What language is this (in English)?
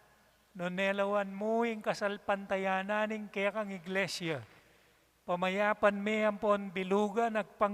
Pampanga